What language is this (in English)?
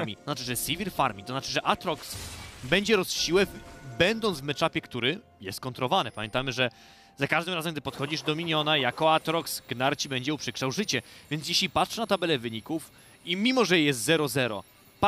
Polish